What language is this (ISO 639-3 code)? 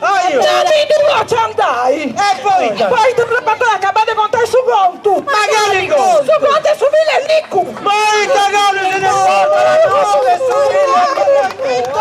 srd